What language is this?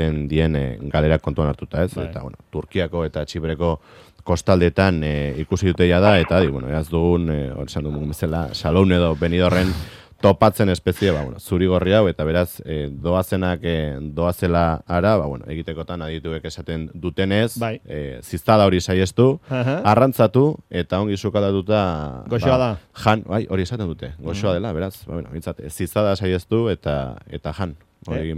Basque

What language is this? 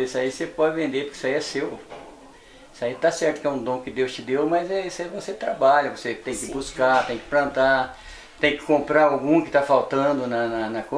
Portuguese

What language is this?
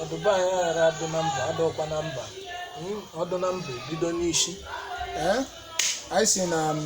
Igbo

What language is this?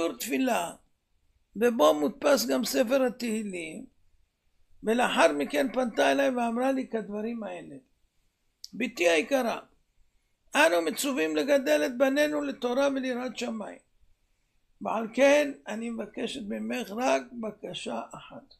Hebrew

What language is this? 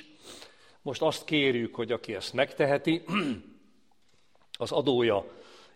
Hungarian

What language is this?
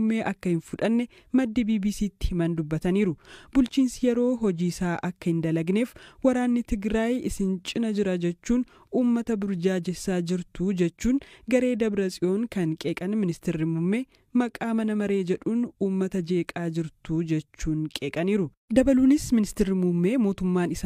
Oromo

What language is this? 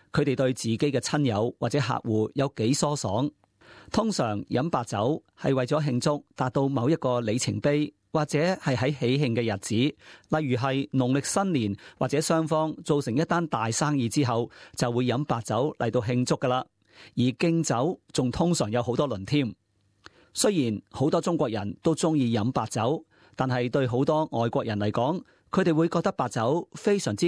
Cantonese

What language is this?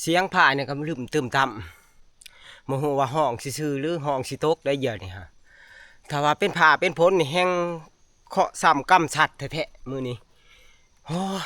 Northeastern Thai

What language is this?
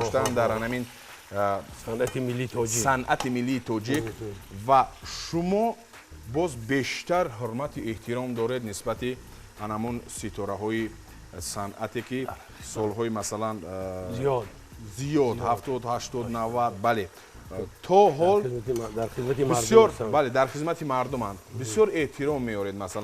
Tajik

